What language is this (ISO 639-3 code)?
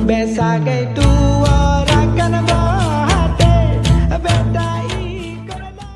ace